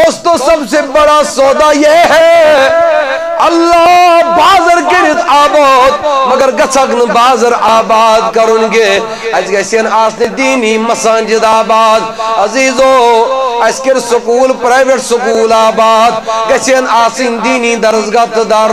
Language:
Kashmiri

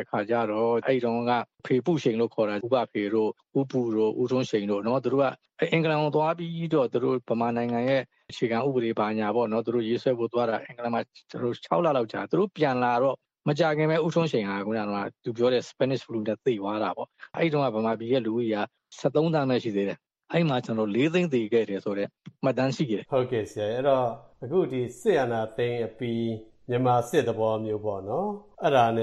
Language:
Burmese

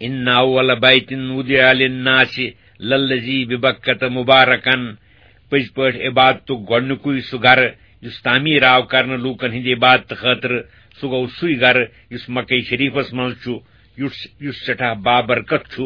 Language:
Kashmiri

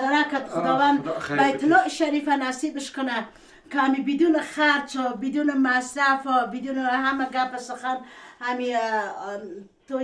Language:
Persian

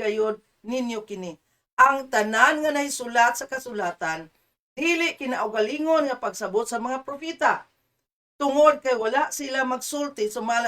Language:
Cebuano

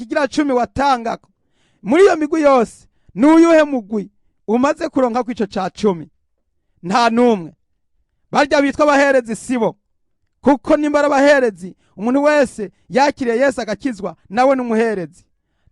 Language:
Rundi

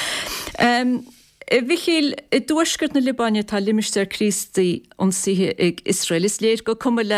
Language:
Irish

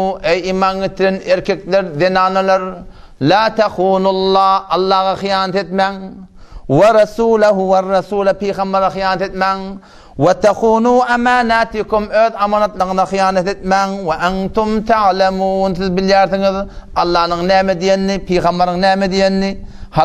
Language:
Turkmen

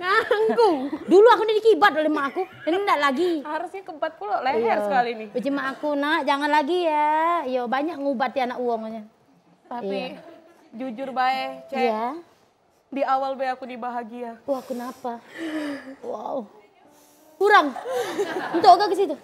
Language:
Musi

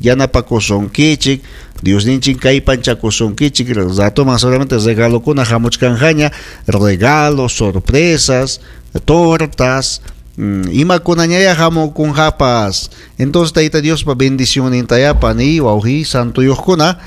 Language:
Ayacucho Quechua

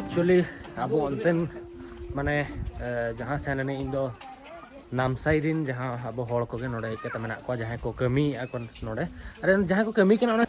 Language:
Santali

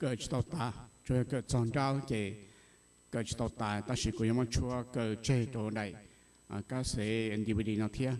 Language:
Hmong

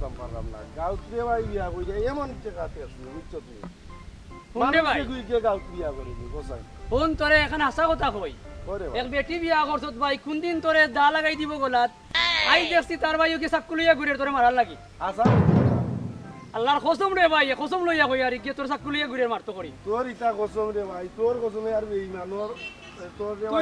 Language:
Sylheti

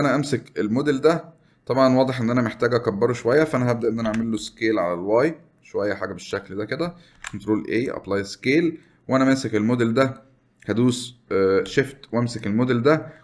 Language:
Egyptian Arabic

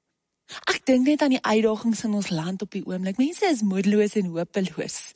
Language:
Afrikaans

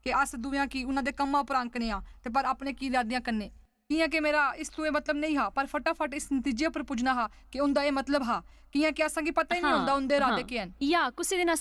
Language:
Dogri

